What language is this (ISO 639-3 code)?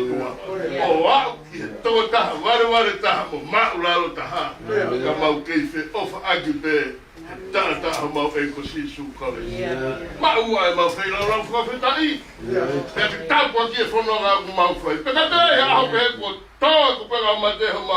ton